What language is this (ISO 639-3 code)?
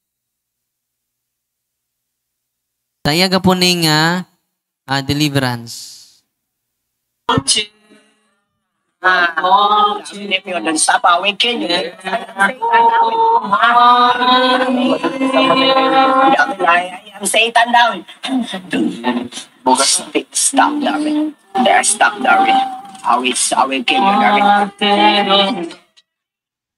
fil